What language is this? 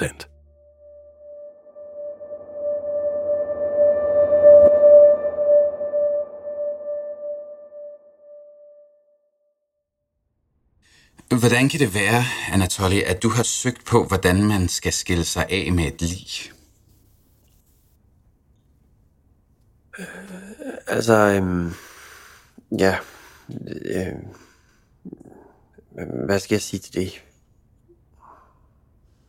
Danish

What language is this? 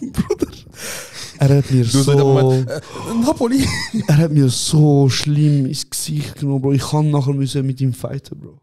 Swiss German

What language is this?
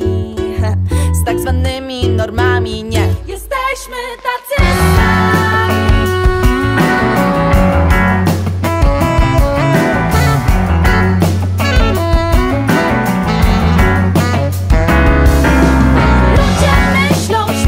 Polish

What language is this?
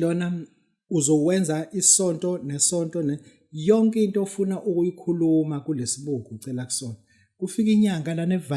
Zulu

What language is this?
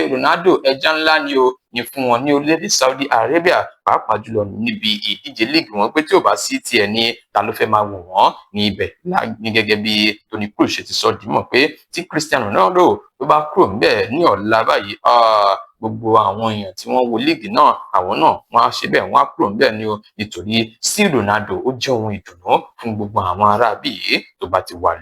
Yoruba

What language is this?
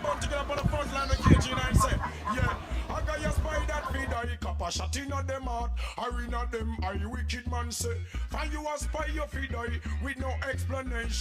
Jamaican Creole English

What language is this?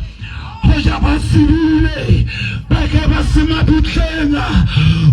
Southern Sotho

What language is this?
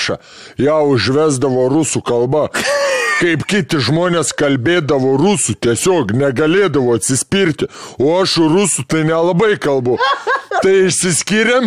Lithuanian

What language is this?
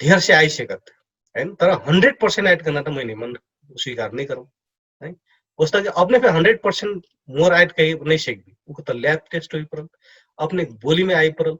Dangaura Tharu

